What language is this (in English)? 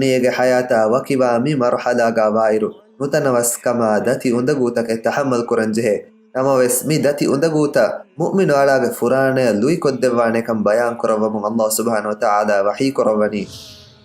Divehi